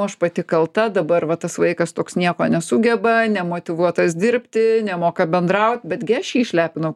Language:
Lithuanian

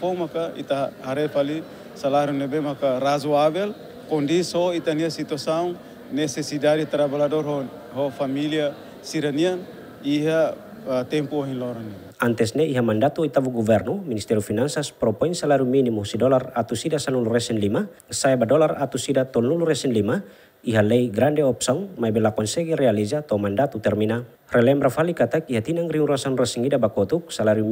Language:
Tetum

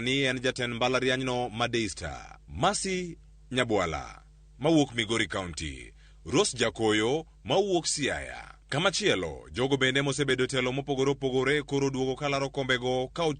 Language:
Luo (Kenya and Tanzania)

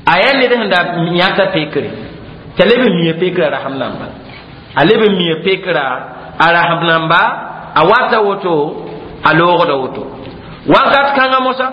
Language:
Mossi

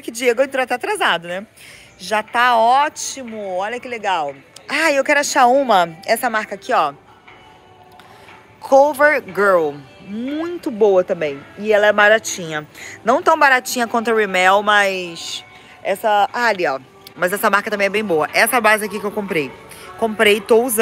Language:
Portuguese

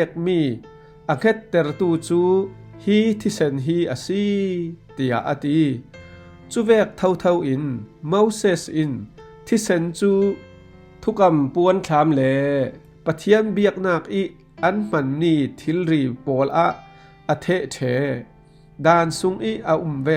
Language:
Falam Chin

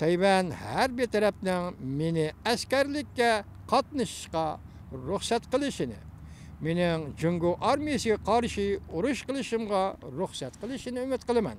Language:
Uyghur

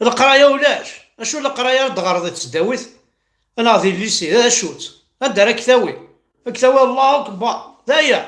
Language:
Kabyle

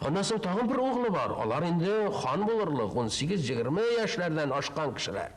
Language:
Tatar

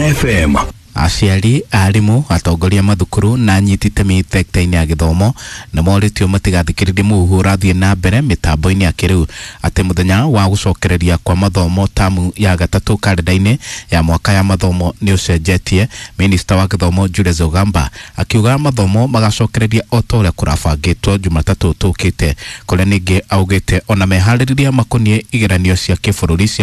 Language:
Kikuyu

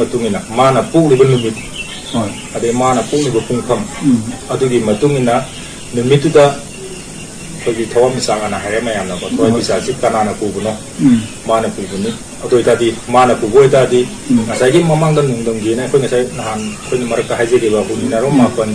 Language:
Manipuri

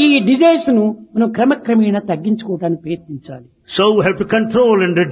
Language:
Telugu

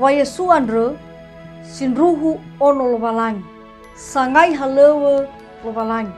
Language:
Nias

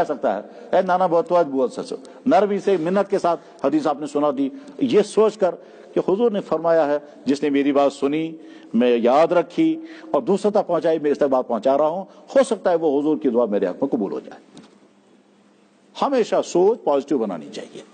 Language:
Urdu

